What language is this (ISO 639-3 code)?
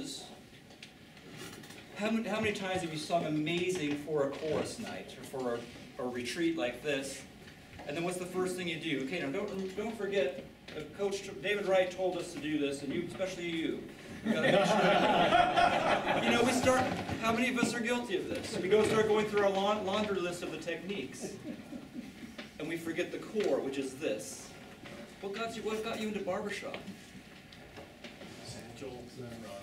eng